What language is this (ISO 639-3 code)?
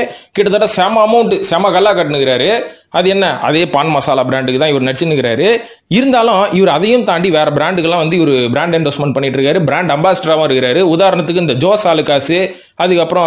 tam